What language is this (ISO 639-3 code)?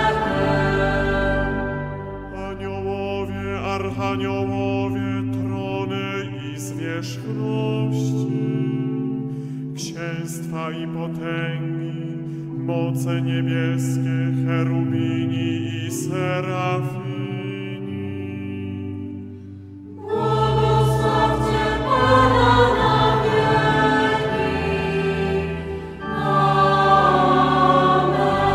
pol